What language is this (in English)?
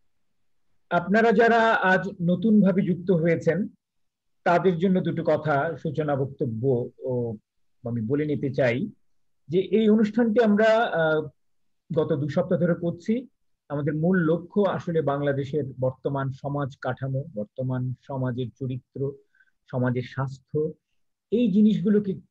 Bangla